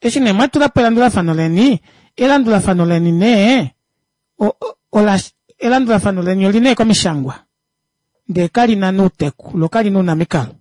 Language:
Kuanyama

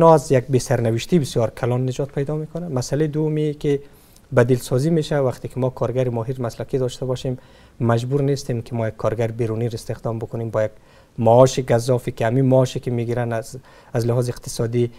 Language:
Persian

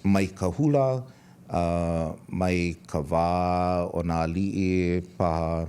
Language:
Hawaiian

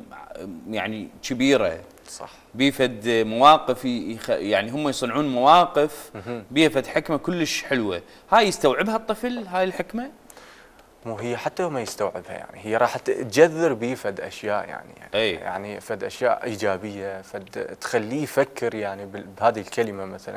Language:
Mesopotamian Arabic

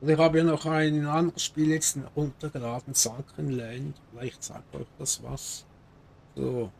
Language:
Swiss German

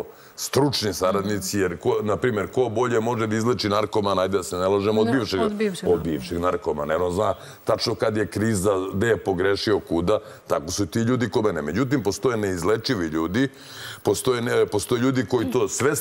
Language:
Serbian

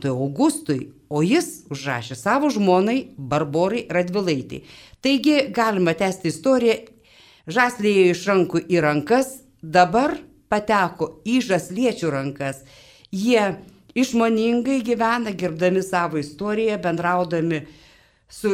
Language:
Lithuanian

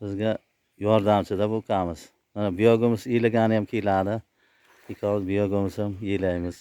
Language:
Uzbek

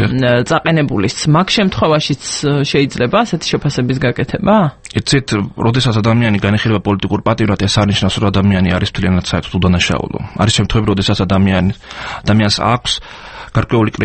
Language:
Georgian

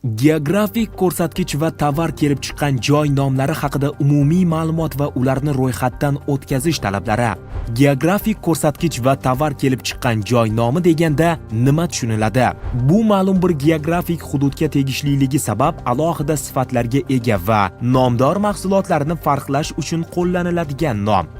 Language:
Uzbek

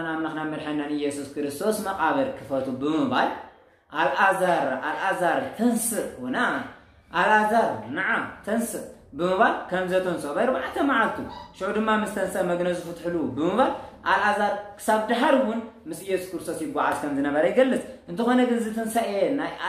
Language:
Tigrinya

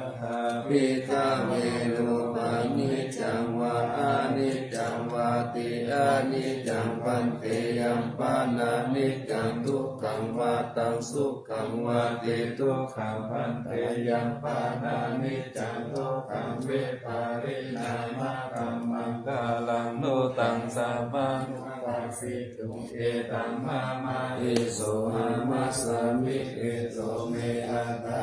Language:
Pali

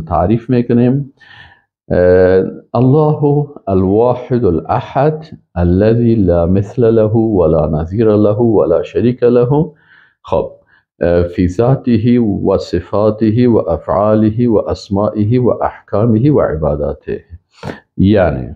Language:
Persian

